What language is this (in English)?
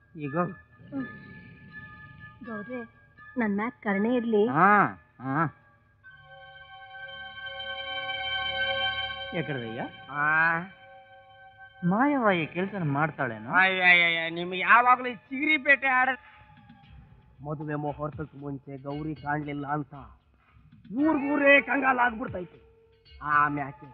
Kannada